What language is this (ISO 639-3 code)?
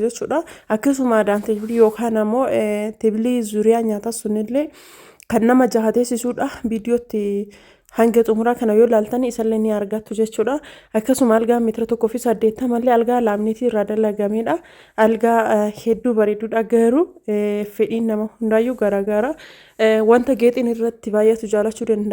orm